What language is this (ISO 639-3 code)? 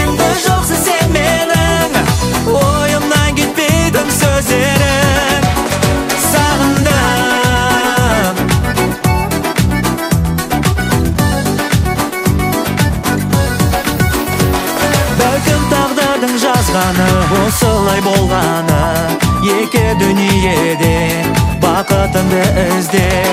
kaz